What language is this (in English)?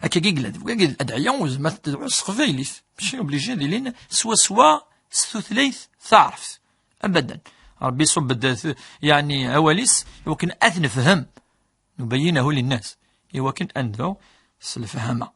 Kabyle